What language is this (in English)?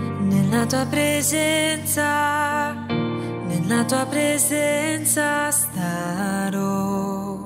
Italian